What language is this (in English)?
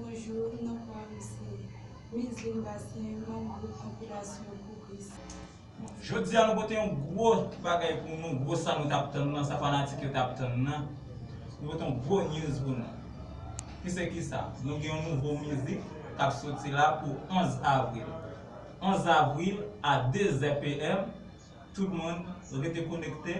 Haitian Creole